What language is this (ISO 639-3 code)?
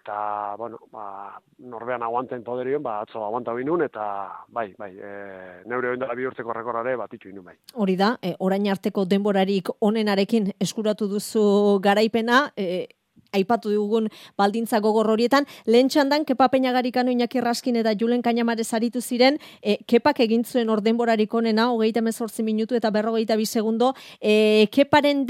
eus